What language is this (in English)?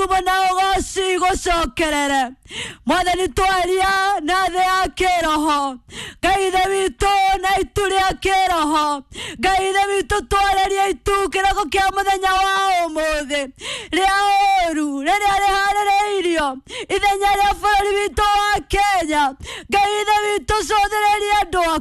Kikuyu